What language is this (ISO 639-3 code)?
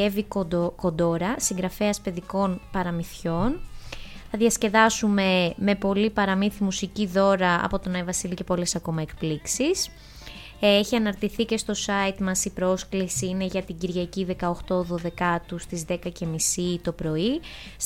ell